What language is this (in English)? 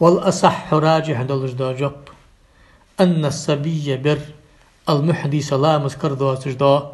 Ingush